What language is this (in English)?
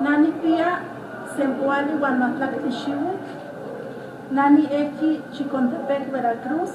Eastern Huasteca Nahuatl